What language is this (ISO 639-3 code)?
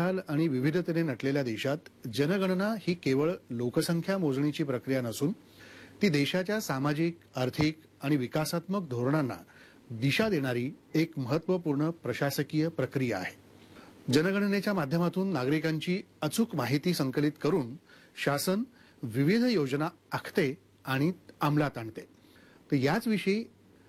mar